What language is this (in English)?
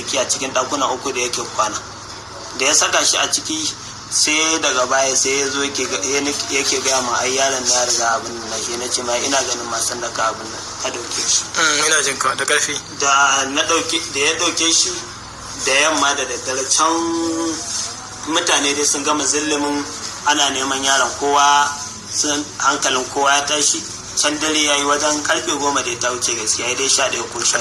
Hausa